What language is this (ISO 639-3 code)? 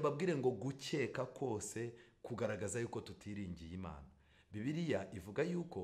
kin